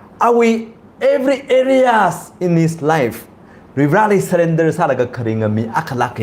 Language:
Tangkhul Naga (India)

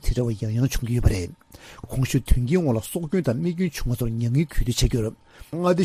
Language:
Tibetan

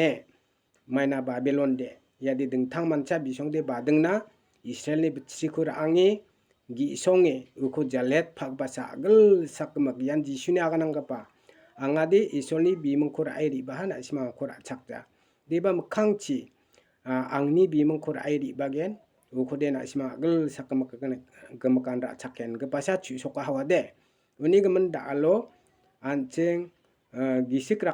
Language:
Garo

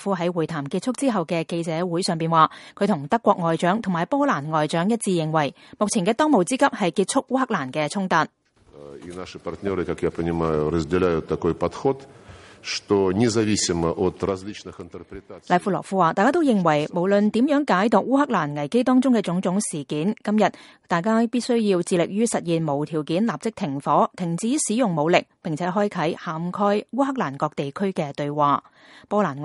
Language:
Cantonese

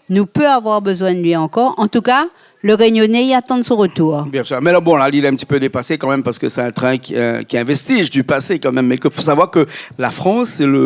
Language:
Réunion Creole French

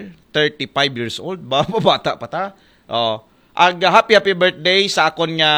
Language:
Aklanon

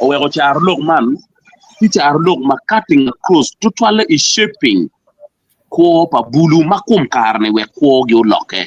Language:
Acoli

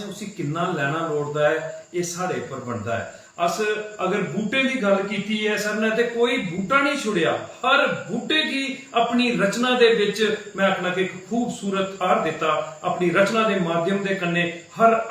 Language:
Dogri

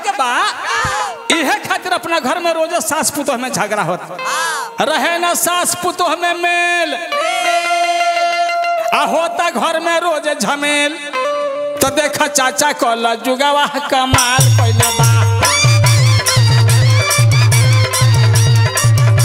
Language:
Bhojpuri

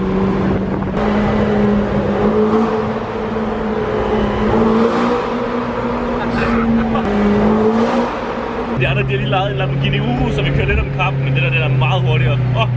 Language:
Danish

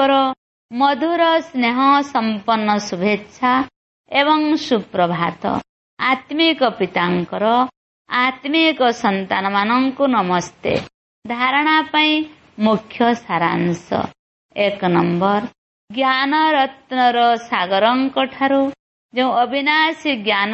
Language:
Odia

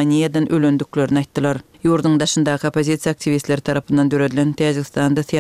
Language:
Kyrgyz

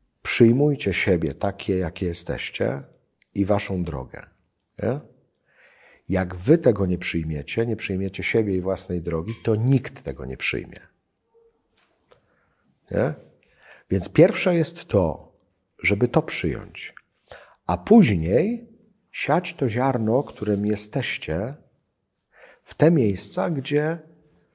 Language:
Polish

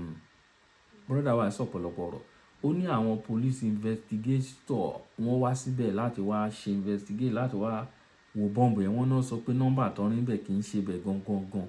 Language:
Yoruba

